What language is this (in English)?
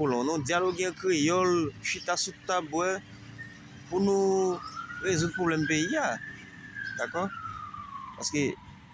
Haitian Creole